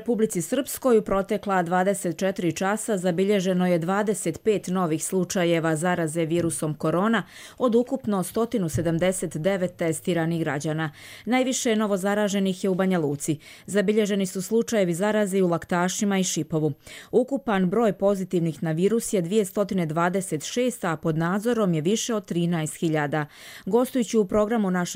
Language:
Bosnian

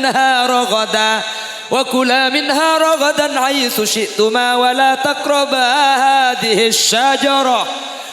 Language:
Madurese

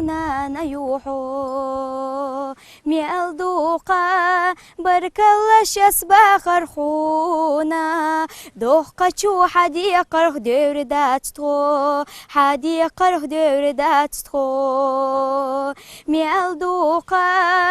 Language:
Chechen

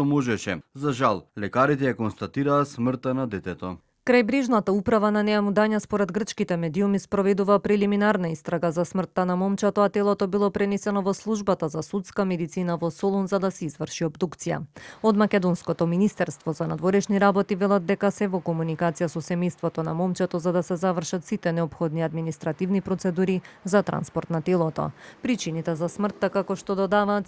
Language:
Macedonian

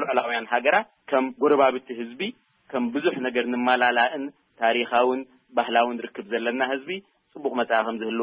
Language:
Tigrinya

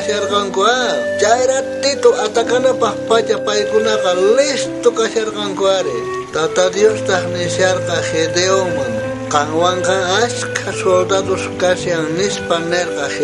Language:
South Bolivian Quechua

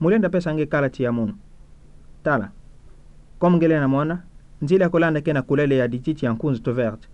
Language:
Kituba (Democratic Republic of Congo)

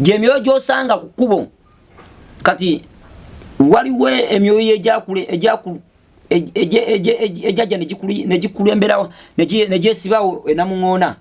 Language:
Ganda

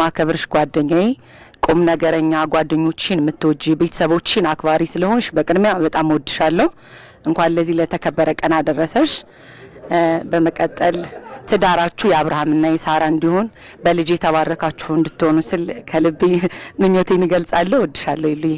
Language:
Amharic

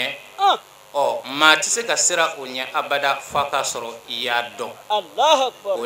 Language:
Bambara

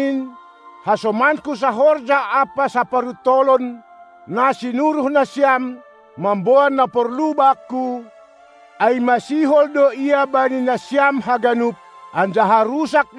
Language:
Batak Simalungun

